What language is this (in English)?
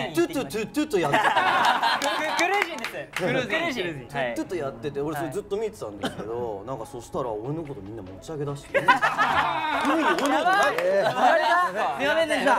Japanese